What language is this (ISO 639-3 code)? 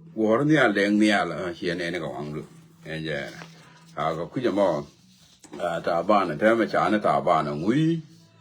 nus